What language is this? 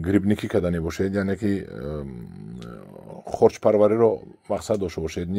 Tajik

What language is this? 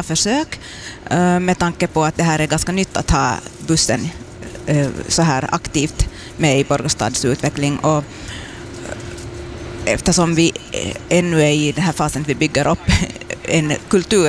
Swedish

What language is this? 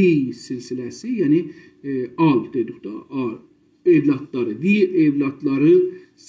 South Azerbaijani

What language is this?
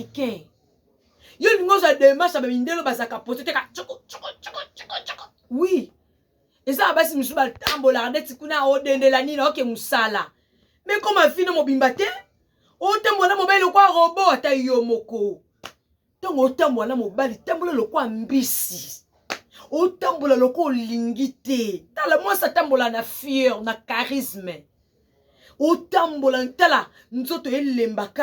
Lingala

